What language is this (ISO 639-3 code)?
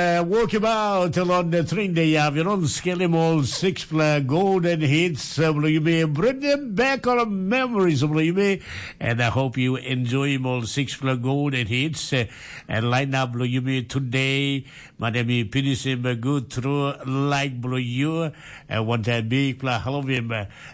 tpi